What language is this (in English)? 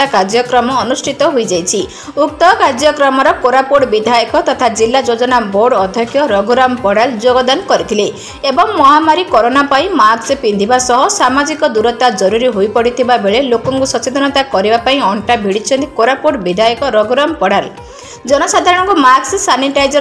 Odia